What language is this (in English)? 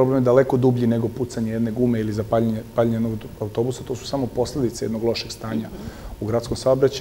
Serbian